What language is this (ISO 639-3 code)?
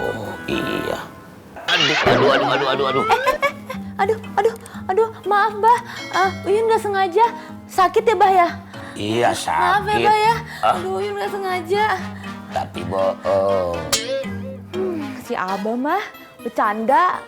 bew